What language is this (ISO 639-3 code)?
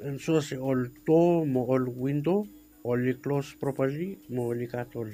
bis